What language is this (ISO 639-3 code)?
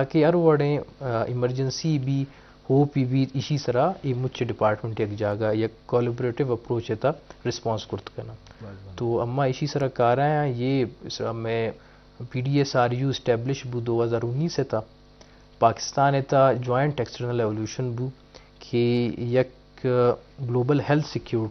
bgp